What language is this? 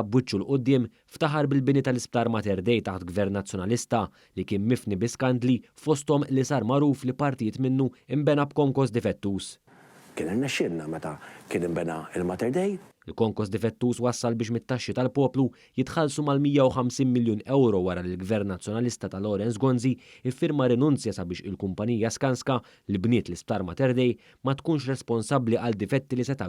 Maltese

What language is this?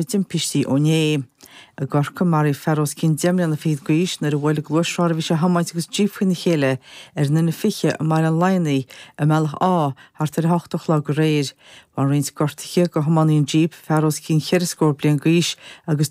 Irish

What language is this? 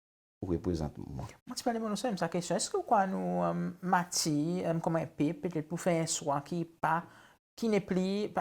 Seselwa Creole French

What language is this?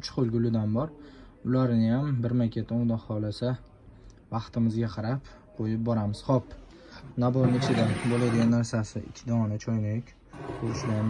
Uzbek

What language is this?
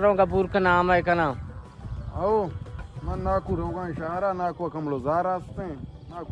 Baluchi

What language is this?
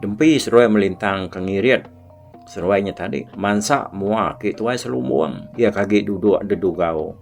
Iban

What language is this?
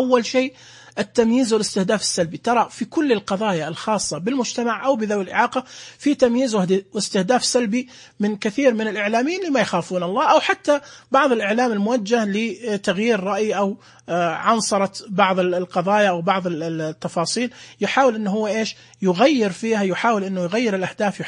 Najdi Arabic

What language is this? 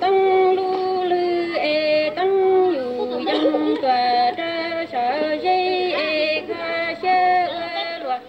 Hmong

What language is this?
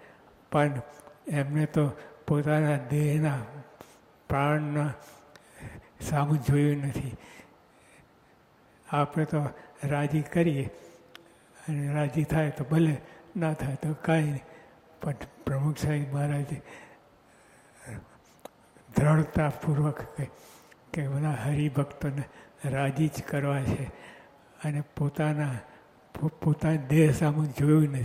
Gujarati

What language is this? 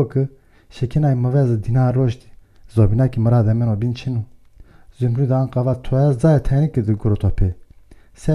Zaza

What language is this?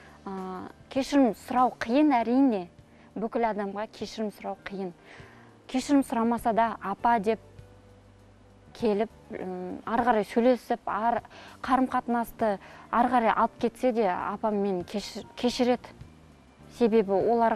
Kazakh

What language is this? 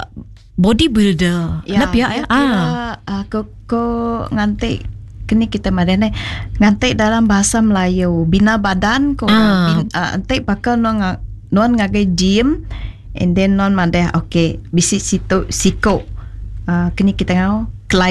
Iban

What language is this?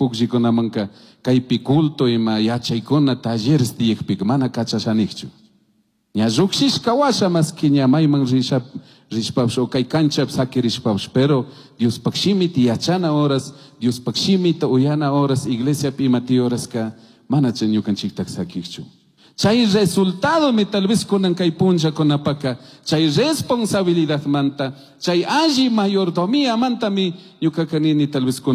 Chimborazo Highland Quichua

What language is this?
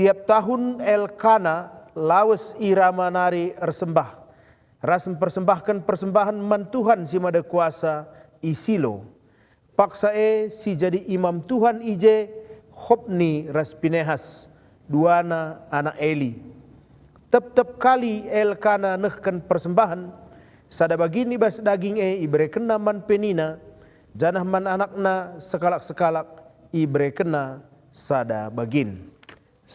Batak Karo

